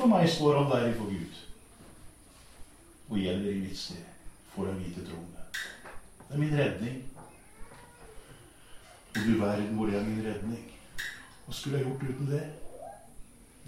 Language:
Norwegian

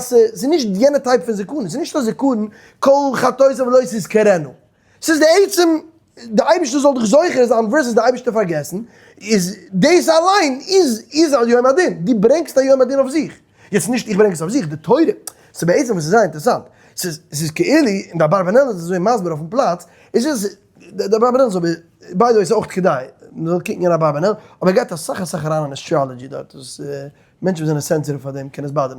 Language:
Yiddish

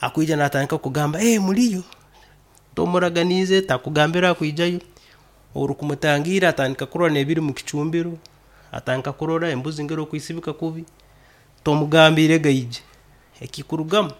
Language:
Nyoro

